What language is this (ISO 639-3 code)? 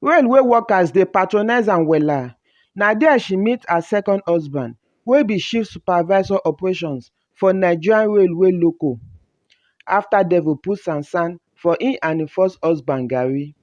pcm